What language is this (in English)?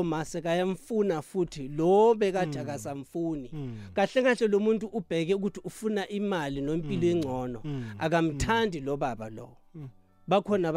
South Ndebele